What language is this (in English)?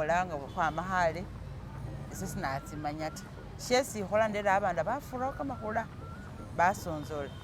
Masaaba